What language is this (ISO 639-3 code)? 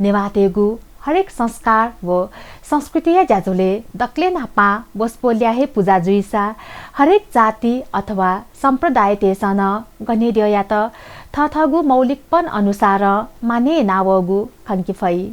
new